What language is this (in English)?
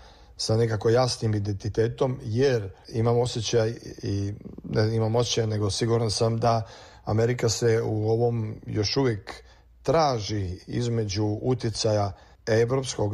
Serbian